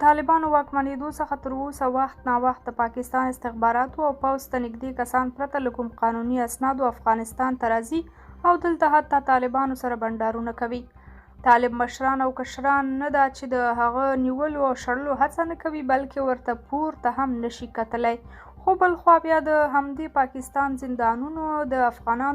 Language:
Pashto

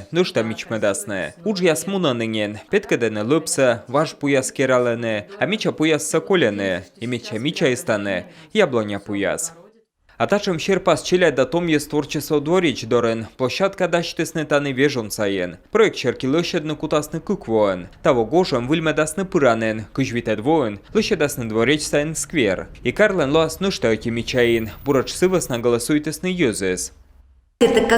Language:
Komi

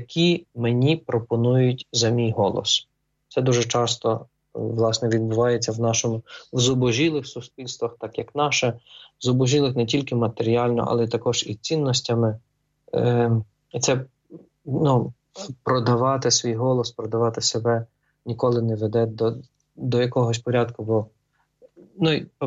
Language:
Ukrainian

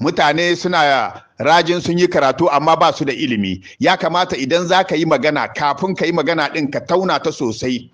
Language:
Hausa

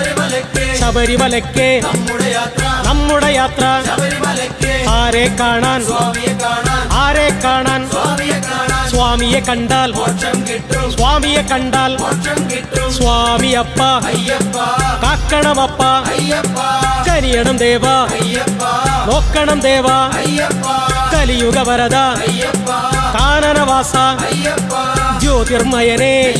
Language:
Malayalam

